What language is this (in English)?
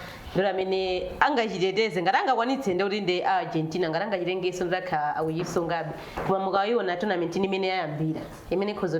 Nyanja